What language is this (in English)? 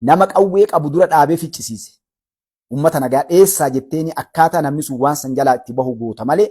Oromo